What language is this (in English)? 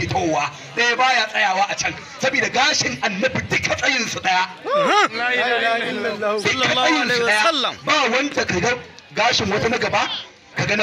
Hausa